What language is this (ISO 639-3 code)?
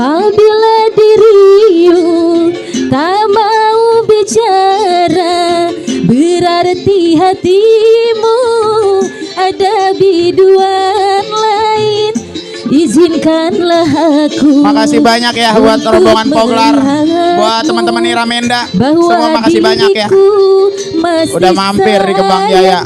bew